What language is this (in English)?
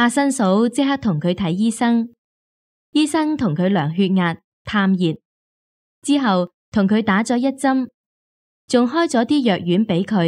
Cantonese